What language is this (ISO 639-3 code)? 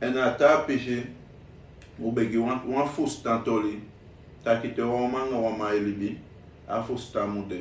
srn